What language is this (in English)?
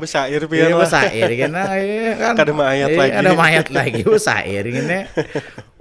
Banjar